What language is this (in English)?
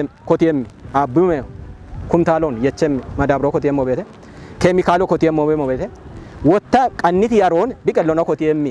Kafa